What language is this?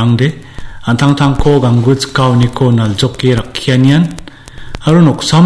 Garo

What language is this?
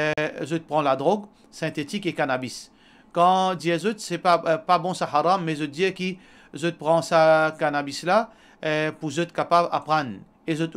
Morisyen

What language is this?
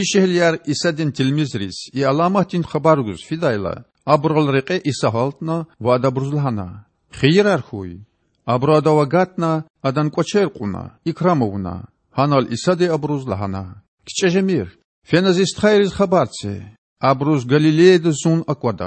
Lezghian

